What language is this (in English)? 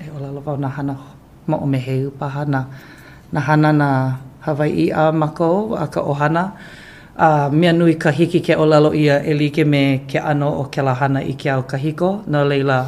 Hawaiian